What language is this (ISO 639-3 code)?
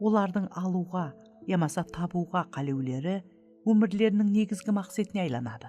kaa